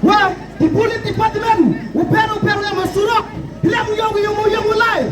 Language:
Khasi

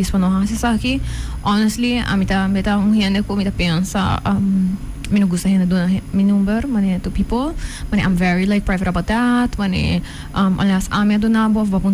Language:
Papiamento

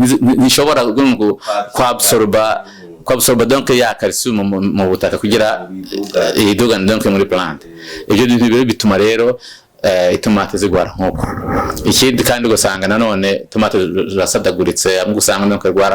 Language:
Rundi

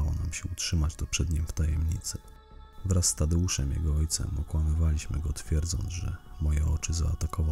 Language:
Polish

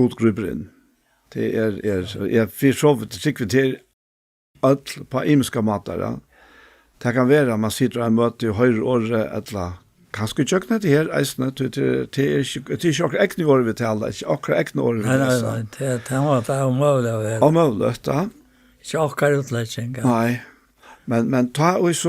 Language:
Faroese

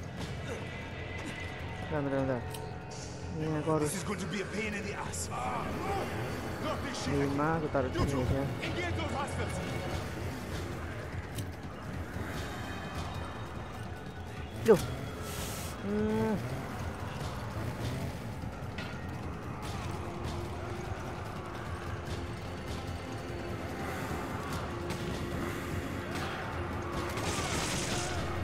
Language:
Indonesian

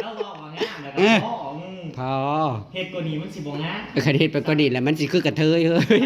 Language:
Northeastern Thai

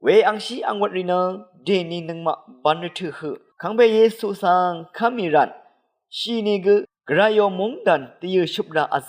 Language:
Rawang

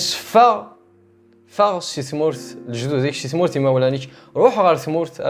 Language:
Kabyle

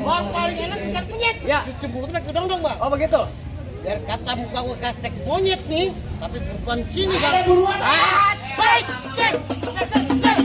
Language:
Betawi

